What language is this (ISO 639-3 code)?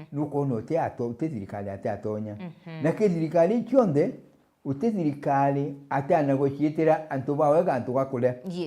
mer